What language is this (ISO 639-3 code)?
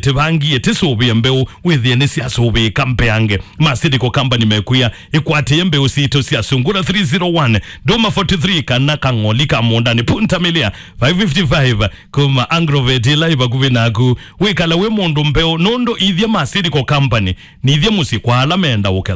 kam